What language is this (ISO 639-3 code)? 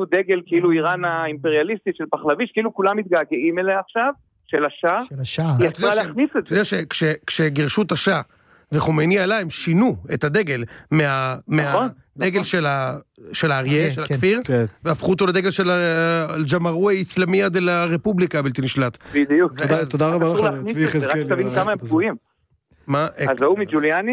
heb